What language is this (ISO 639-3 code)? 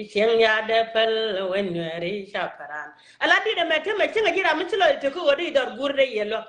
nus